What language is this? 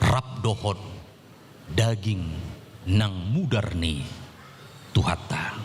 Batak Toba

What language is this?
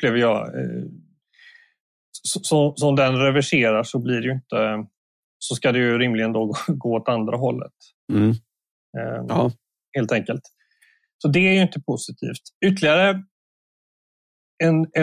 Swedish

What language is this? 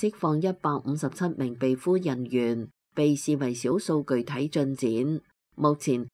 Cantonese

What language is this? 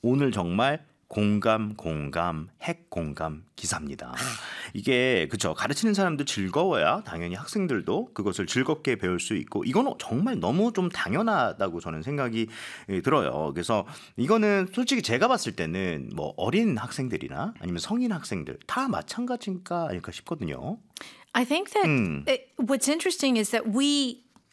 Korean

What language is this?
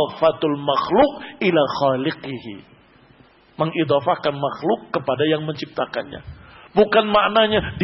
Indonesian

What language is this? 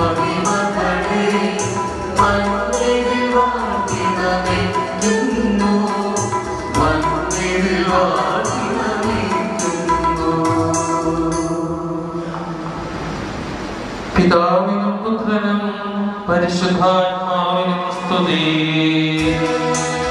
Malayalam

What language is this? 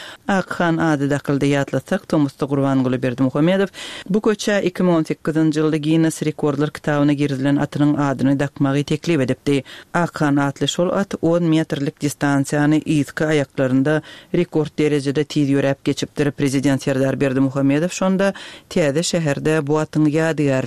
Turkmen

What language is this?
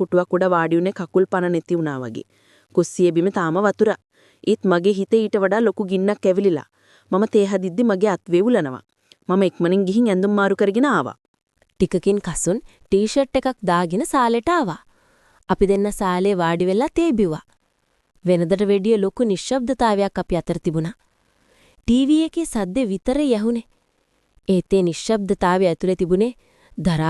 Sinhala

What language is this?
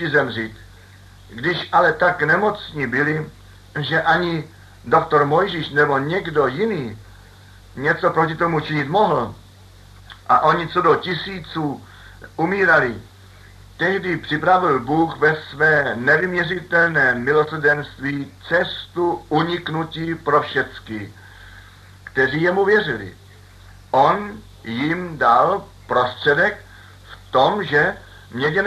Czech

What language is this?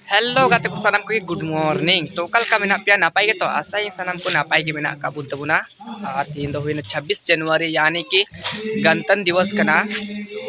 Santali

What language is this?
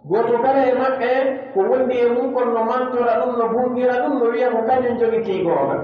Pular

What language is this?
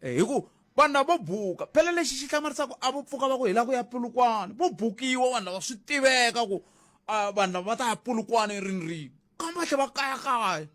Tsonga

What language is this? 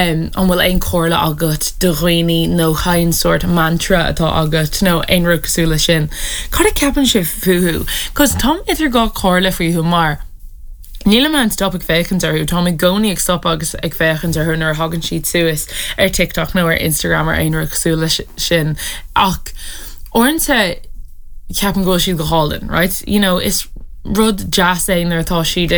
Irish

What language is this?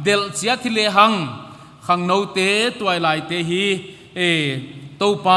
Paite Chin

